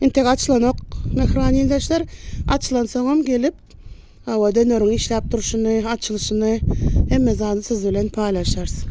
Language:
Turkmen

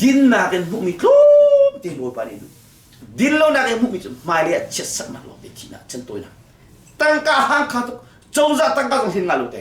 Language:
Hakha Chin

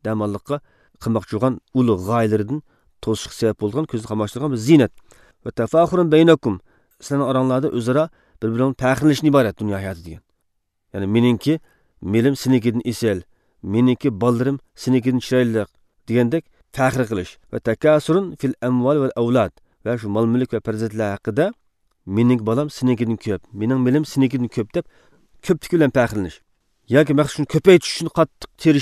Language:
Uyghur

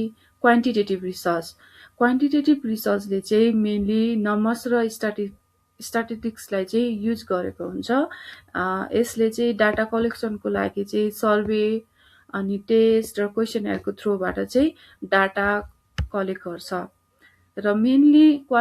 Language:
Nepali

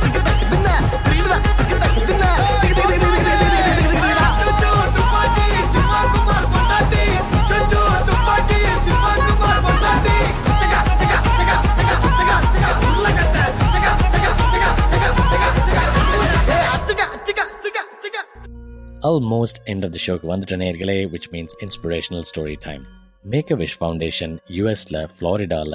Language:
Tamil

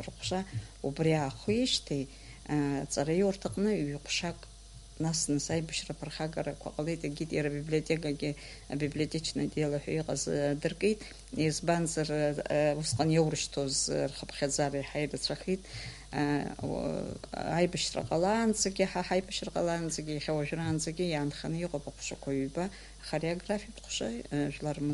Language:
Abkhazian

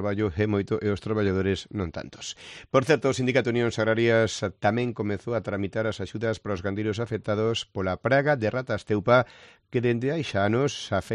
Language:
Galician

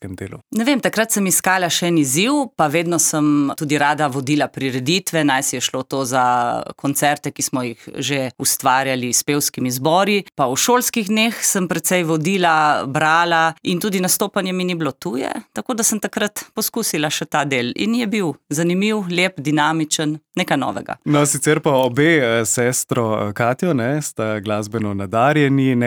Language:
Slovenian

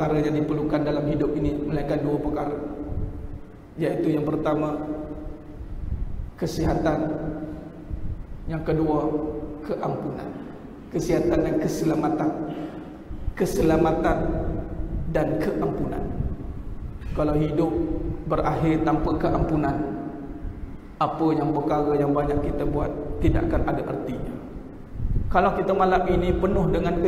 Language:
Malay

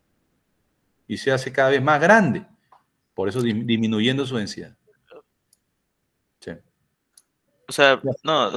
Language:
Spanish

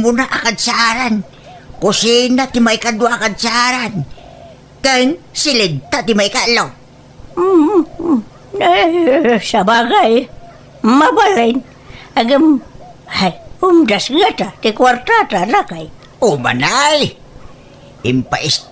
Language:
Iloko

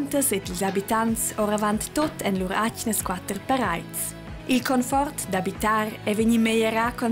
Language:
Romansh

